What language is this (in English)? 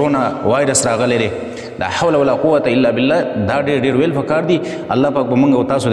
Pashto